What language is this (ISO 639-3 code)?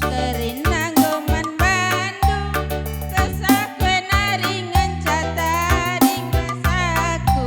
btx